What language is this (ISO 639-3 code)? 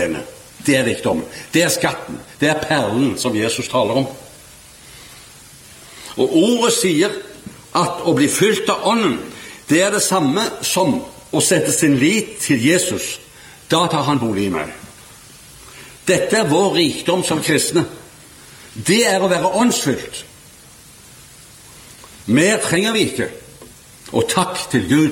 nor